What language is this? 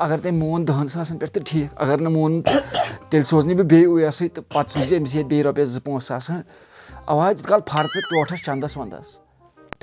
Kashmiri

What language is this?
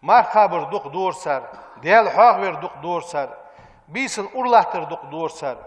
Ingush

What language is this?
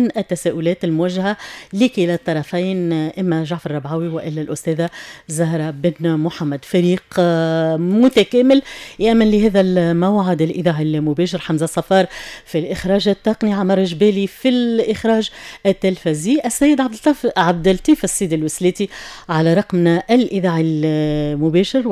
Tunisian Arabic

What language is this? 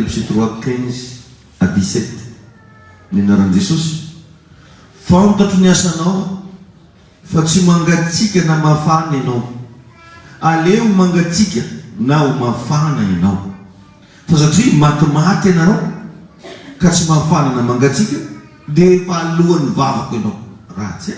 Malagasy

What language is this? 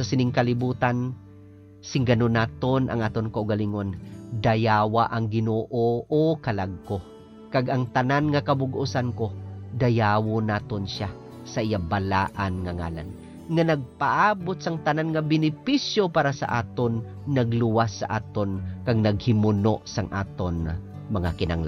Hiligaynon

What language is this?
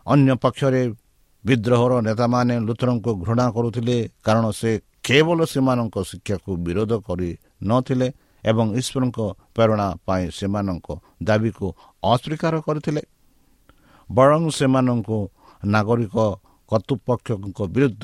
Odia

